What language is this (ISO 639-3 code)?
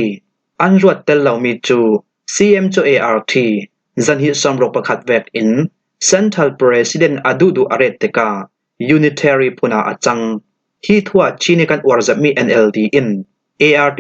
cfm